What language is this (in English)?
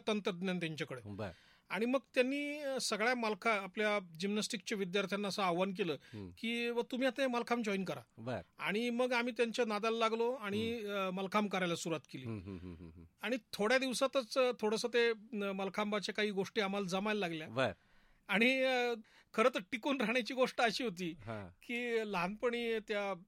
Marathi